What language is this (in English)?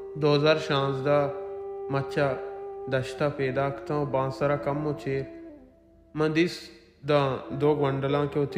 Baluchi